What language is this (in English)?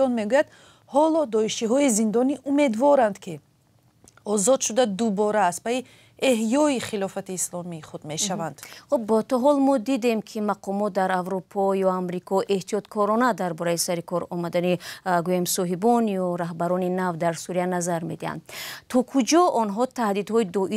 Tajik